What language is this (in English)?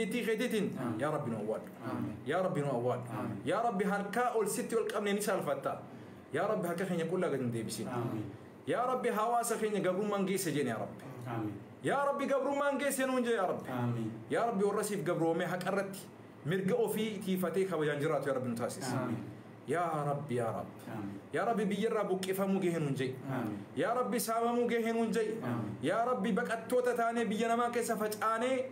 Oromo